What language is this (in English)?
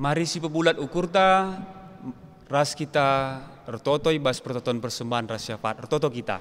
Batak Karo